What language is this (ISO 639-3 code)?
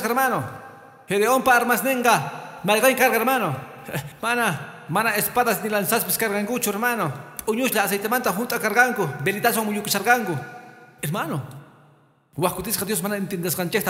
que